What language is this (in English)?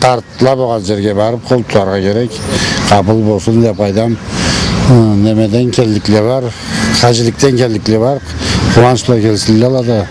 Karachay-Balkar